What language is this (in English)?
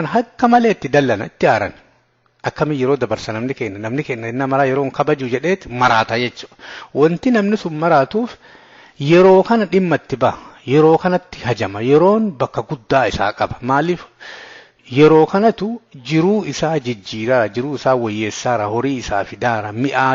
Oromo